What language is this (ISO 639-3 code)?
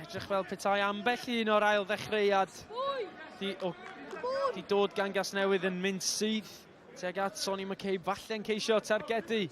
cym